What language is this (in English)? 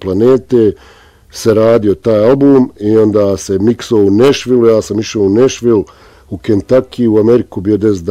Bosnian